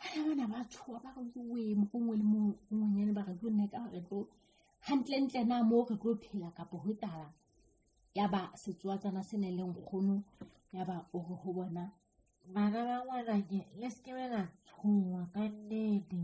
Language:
Southern Sotho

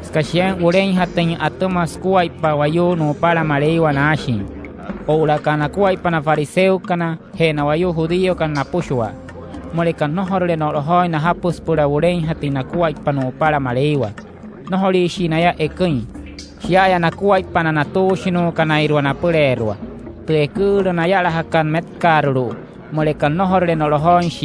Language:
Wayuu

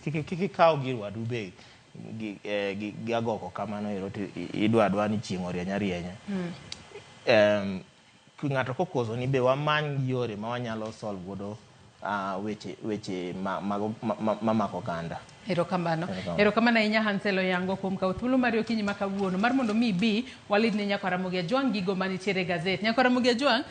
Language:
Luo (Kenya and Tanzania)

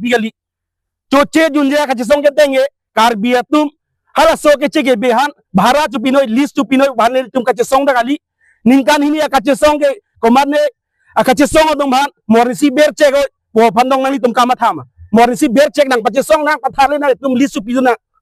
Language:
Karbi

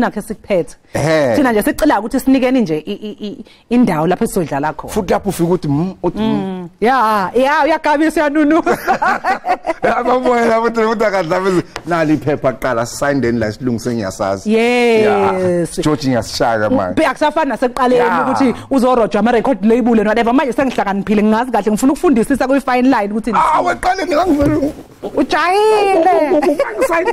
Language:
Zulu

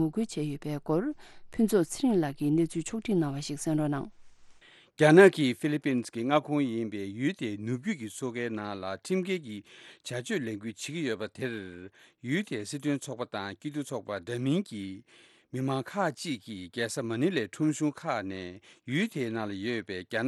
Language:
Tibetan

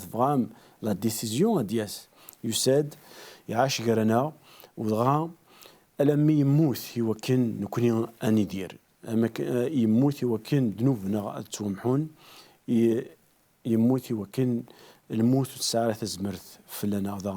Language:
Kabyle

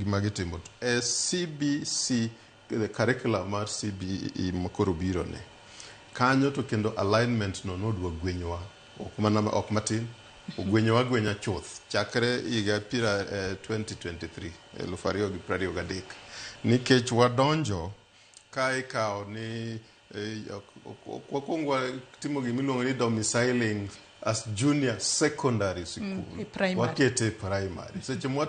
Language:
Luo (Kenya and Tanzania)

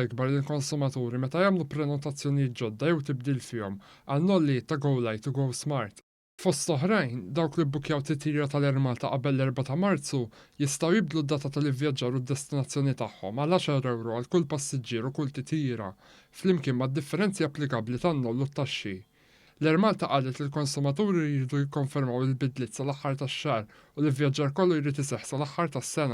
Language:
Maltese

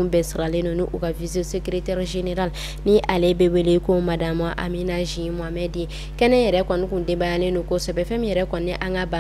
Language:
Bambara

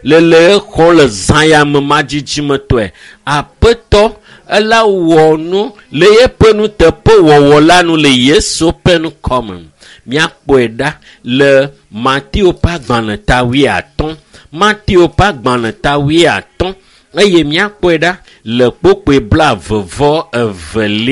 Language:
Ewe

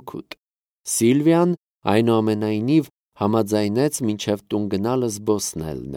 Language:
Armenian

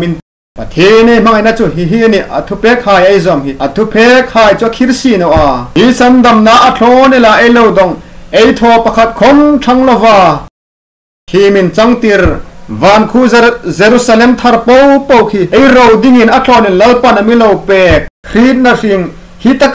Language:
Hmar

